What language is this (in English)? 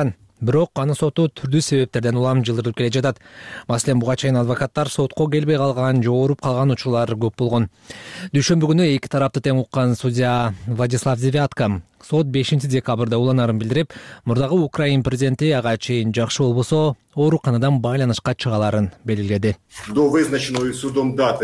Kyrgyz